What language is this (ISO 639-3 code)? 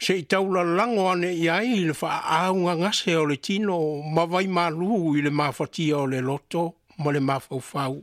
smo